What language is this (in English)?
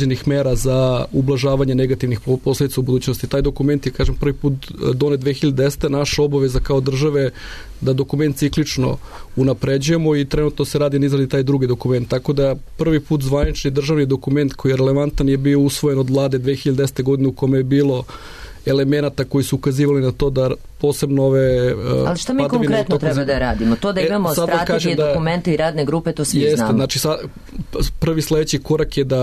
Serbian